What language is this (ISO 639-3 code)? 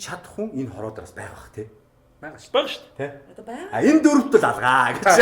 mon